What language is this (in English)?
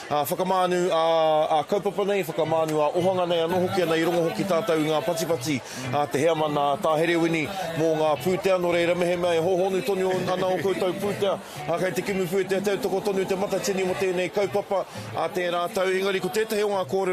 Māori